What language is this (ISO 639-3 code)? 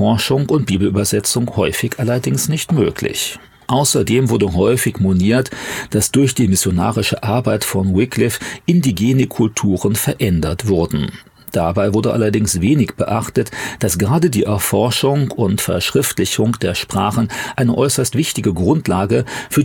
deu